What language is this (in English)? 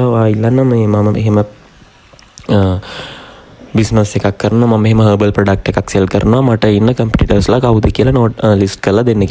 Sinhala